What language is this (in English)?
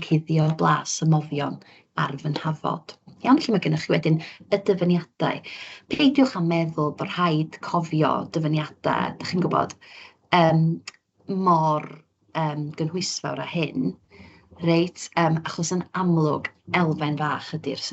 Welsh